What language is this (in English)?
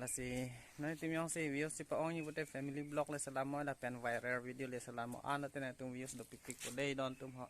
Karbi